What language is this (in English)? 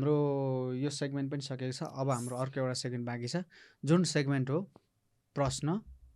Nepali